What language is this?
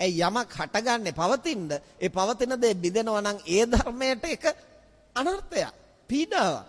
Sinhala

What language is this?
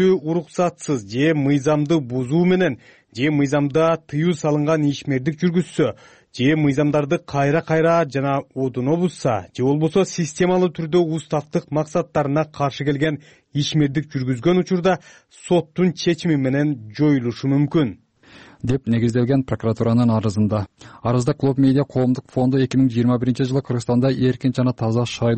Kyrgyz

